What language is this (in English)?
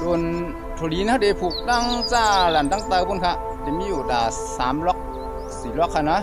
Shan